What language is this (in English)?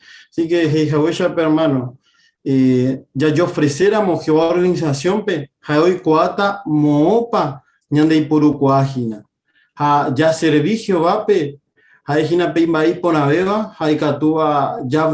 Guarani